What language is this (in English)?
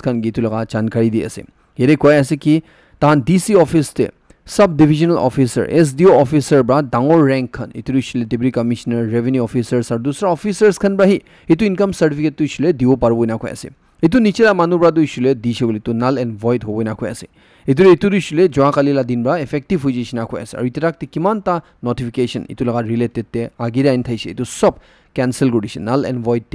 Naga Pidgin